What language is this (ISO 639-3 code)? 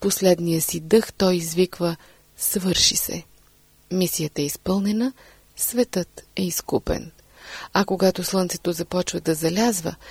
bul